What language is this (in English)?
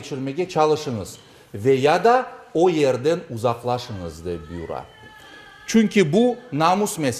Crimean Tatar